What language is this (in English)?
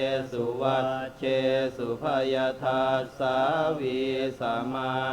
Pali